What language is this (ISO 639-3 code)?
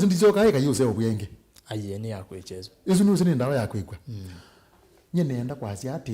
kam